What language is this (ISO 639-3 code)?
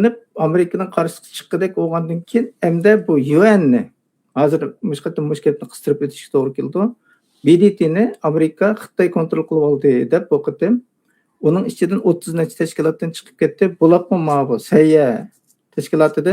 uig